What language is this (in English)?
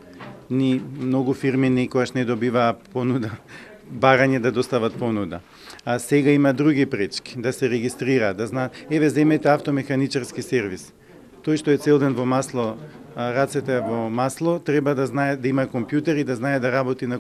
Macedonian